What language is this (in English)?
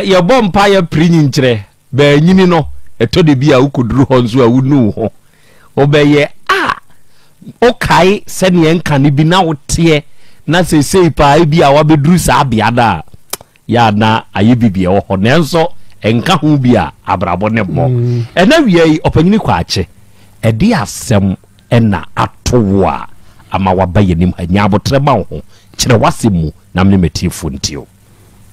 Akan